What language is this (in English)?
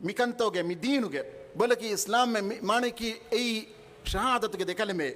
Divehi